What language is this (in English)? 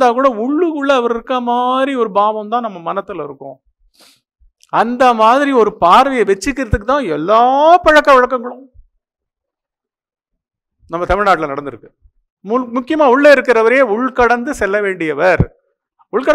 Tamil